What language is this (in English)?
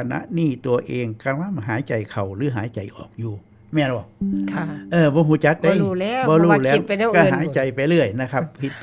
Northeastern Thai